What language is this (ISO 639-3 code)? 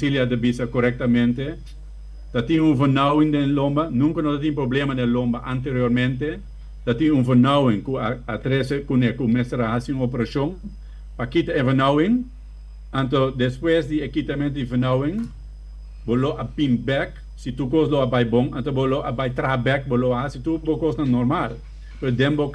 pap